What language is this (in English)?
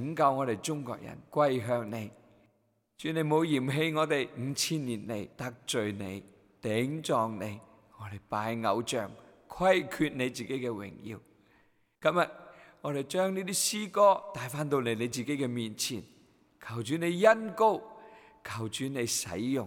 Cantonese